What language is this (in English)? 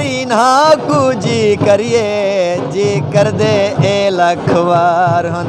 Saraiki